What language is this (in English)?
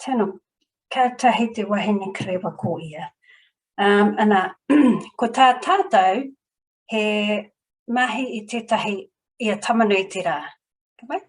Māori